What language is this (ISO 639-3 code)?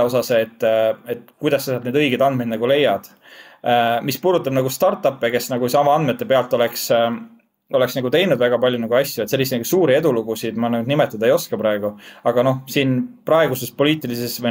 est